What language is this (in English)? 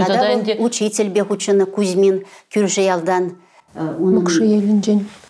Chuvash